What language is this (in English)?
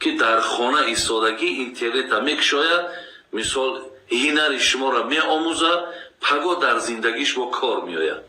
Tajik